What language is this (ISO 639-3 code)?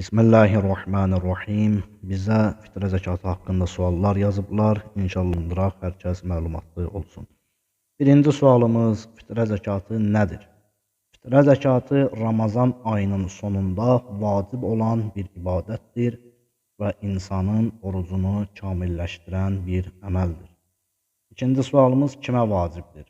aze